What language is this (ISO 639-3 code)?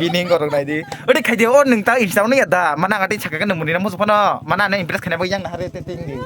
trp